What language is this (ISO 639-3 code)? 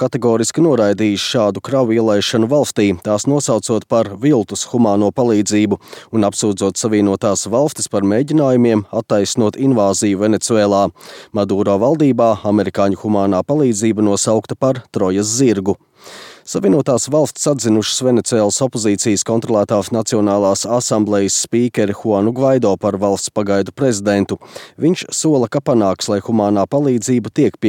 lav